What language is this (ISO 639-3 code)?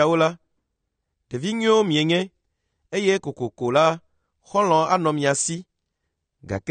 ewe